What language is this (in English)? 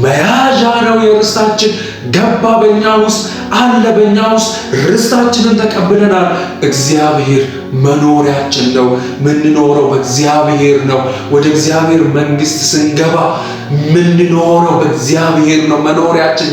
Amharic